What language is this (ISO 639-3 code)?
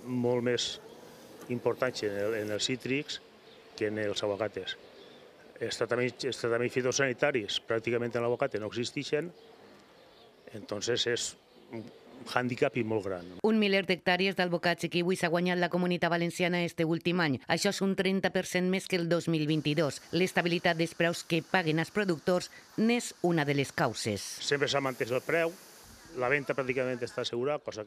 cat